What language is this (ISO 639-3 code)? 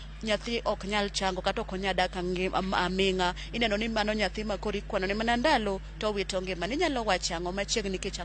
luo